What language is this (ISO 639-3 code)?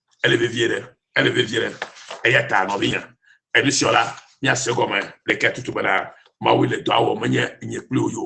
ewe